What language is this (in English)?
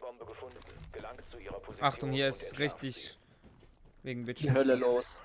Swiss German